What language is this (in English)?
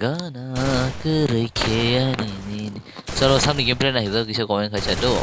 Kok Borok